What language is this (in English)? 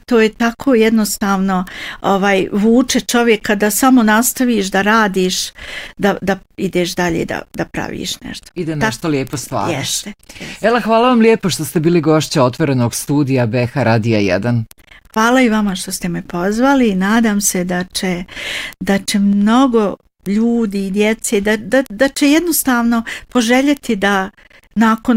Bosnian